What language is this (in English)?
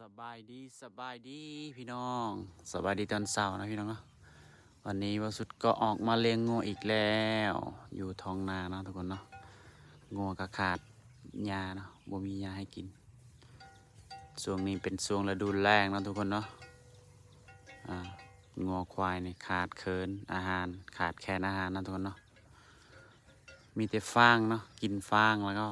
Lao